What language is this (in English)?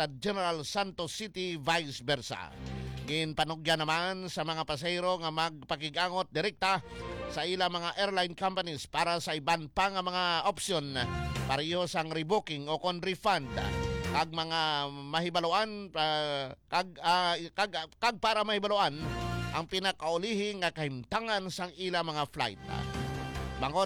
Hiligaynon